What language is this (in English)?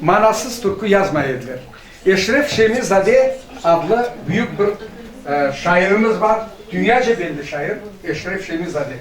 Crimean Tatar